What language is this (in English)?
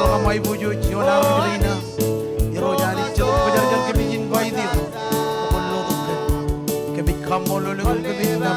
Marshallese